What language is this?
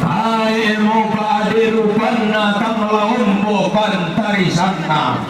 Toraja-Sa'dan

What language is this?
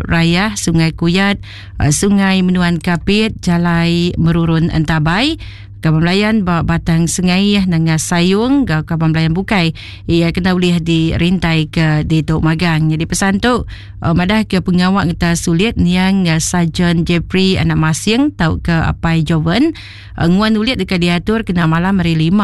Iban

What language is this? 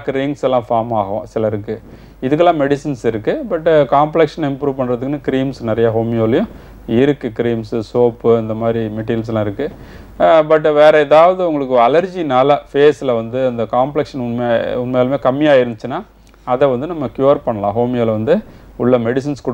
Tamil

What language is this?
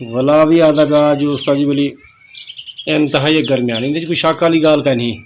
Saraiki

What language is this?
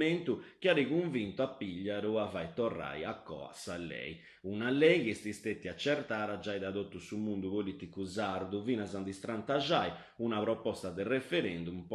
Sardinian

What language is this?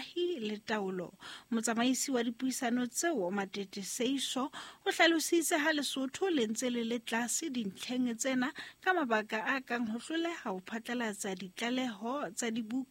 Southern Sotho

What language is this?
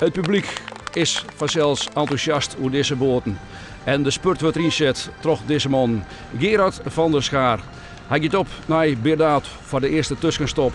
Western Frisian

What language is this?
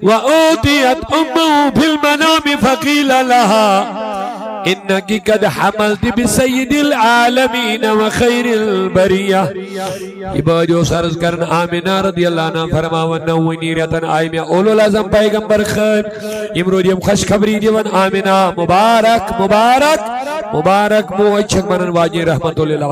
Kashmiri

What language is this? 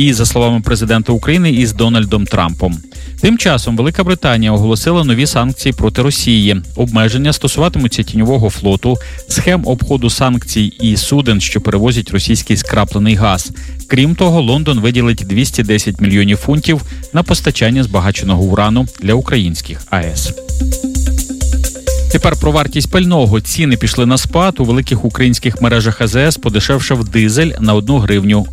Ukrainian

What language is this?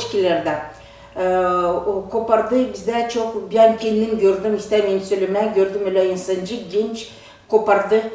Gagauz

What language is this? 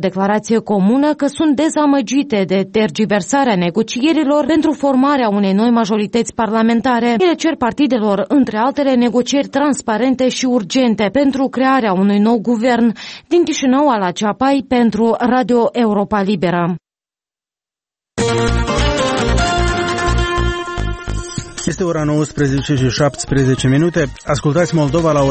Romanian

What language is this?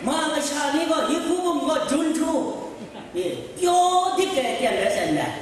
Kachin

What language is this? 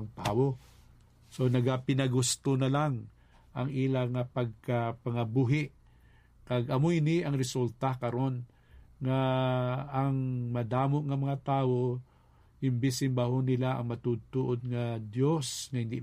Hiligaynon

